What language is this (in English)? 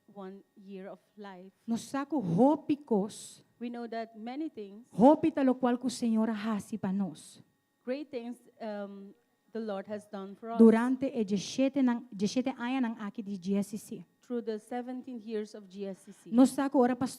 Papiamento